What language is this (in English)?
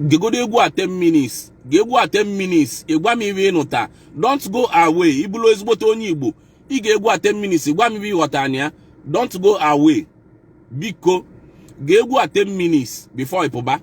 Igbo